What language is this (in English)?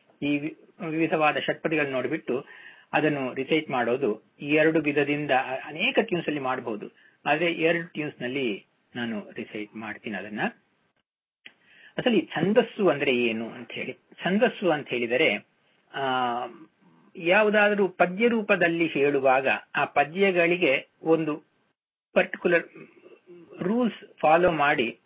Kannada